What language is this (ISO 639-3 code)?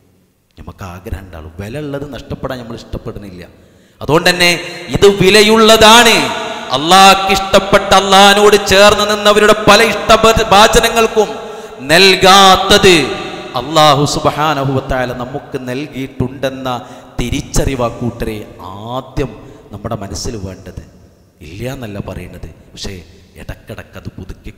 mal